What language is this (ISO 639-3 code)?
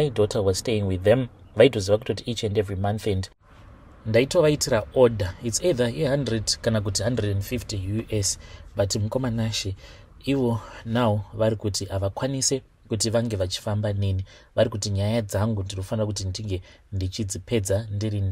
sna